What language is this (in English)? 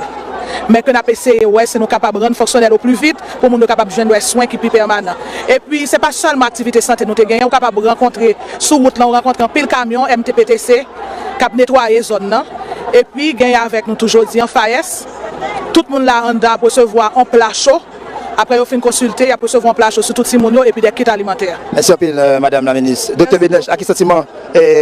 Haitian Creole